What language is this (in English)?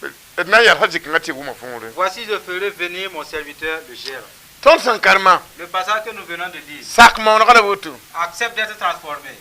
Mossi